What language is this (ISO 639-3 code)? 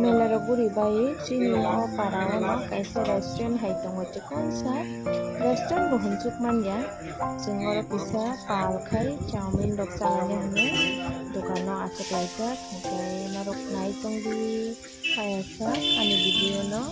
trp